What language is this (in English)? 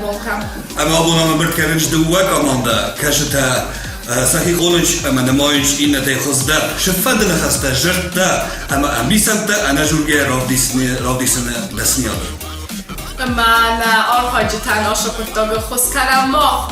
Ossetic